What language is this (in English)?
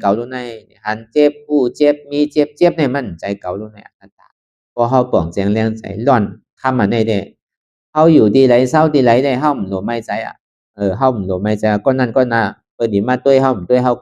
Shan